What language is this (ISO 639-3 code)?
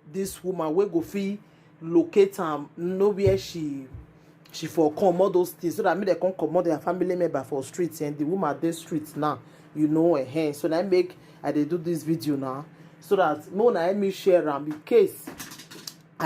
pcm